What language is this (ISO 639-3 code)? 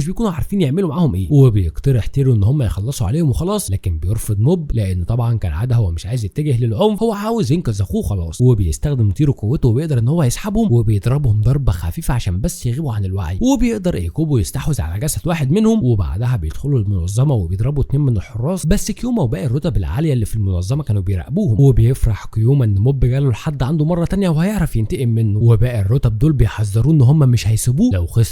arz